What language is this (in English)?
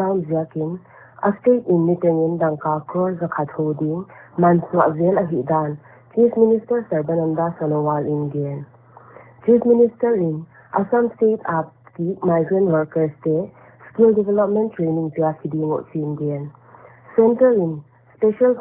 Paite Chin